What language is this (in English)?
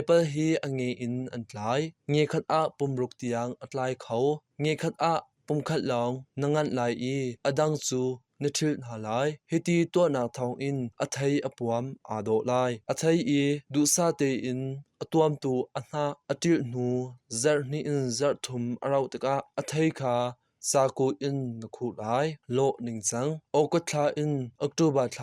Hakha Chin